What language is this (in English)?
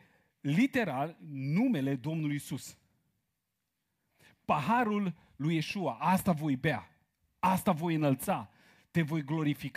Romanian